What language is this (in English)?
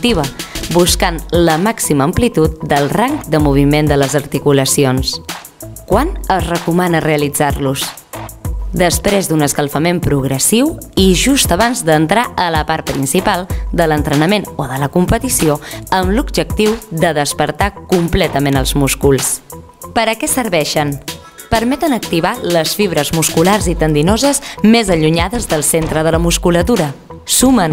Catalan